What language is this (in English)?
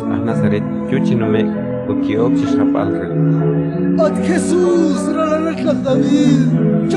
Kekchí